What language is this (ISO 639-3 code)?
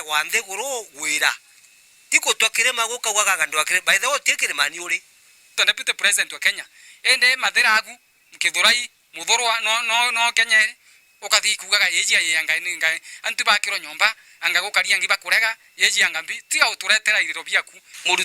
mer